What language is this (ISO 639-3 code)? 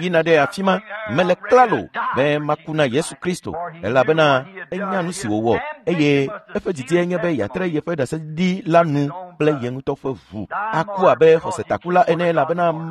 ewe